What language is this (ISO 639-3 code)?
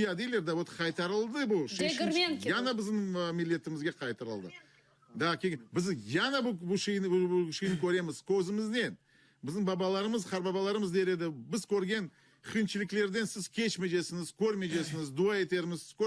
crh